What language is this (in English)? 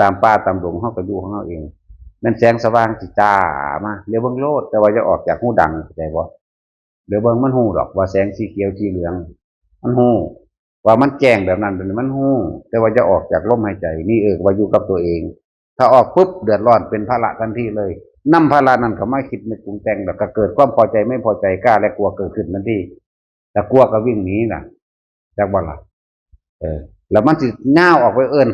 Northeastern Thai